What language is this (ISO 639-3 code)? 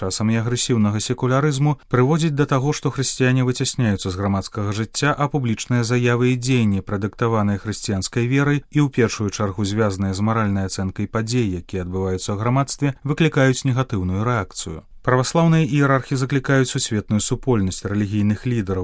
bel